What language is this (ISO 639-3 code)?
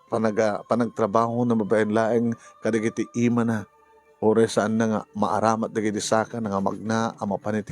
ilo